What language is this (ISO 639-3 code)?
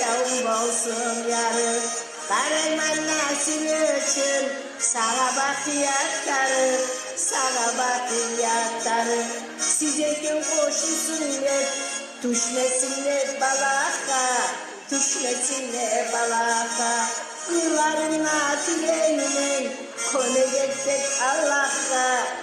kum